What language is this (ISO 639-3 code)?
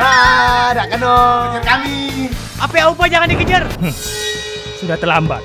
mui